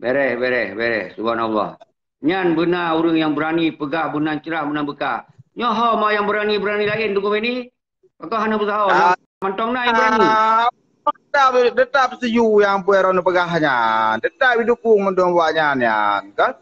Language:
Achinese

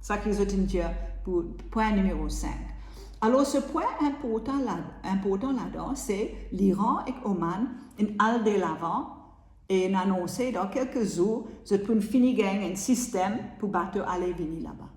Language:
Morisyen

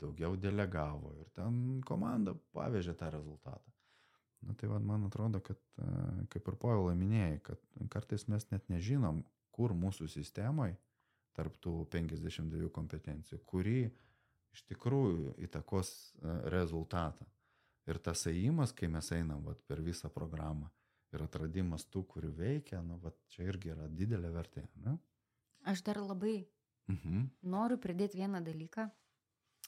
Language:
Lithuanian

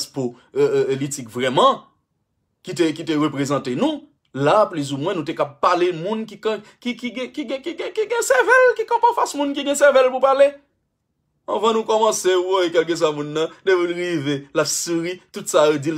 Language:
Haitian Creole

